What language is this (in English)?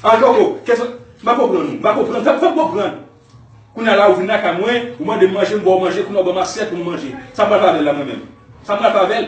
Haitian Creole